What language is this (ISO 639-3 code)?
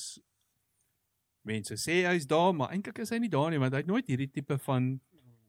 afr